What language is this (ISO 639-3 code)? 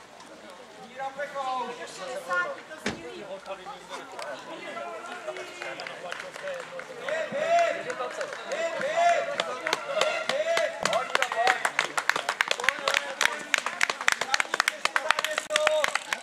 ces